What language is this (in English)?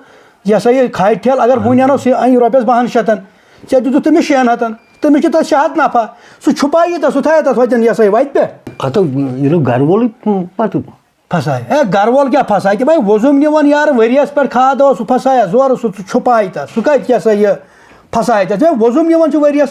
Kashmiri